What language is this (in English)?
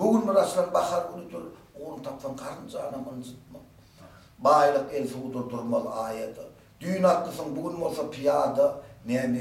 Turkmen